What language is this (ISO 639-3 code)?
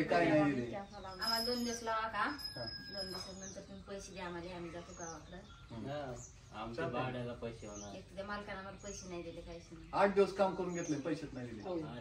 mar